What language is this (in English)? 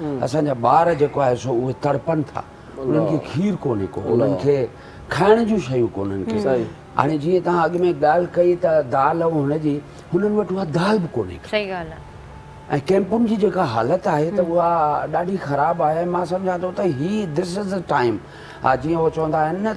Sindhi